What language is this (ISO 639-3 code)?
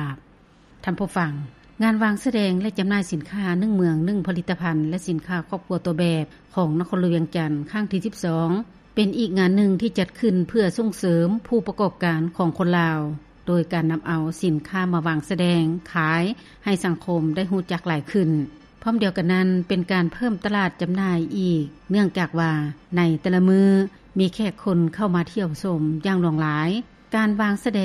lao